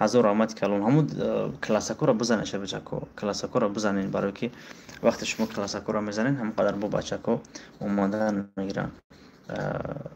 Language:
Tajik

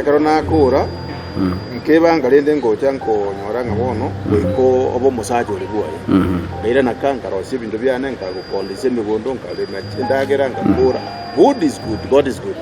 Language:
Gusii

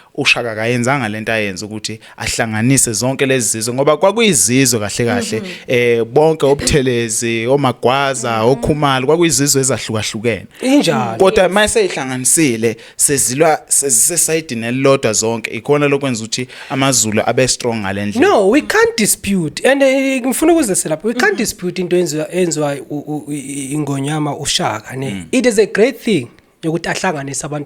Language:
Zulu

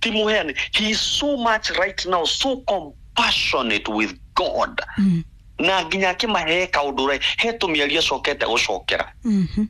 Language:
Kikuyu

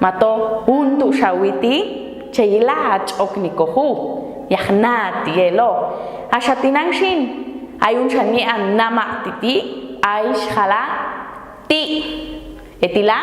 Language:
Popti'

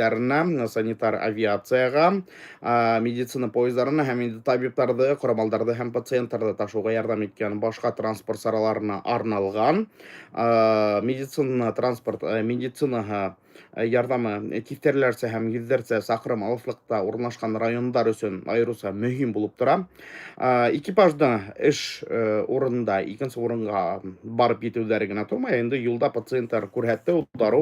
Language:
Bashkir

